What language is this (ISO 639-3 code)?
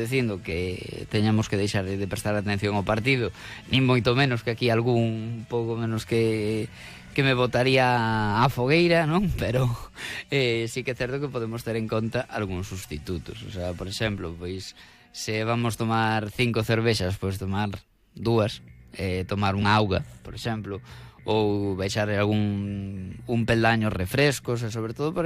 glg